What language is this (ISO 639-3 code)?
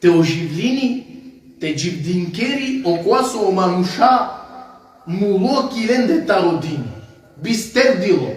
rmn